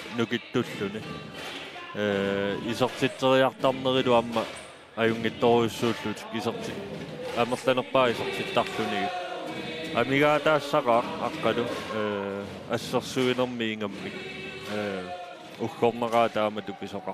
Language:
Kalaallisut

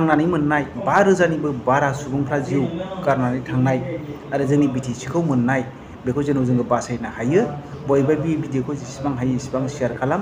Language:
Bodo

